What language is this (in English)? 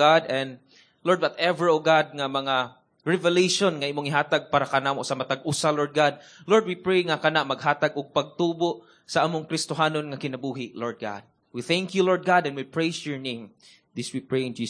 Cebuano